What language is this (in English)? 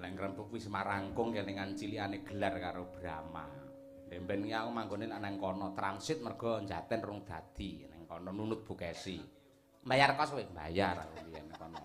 Javanese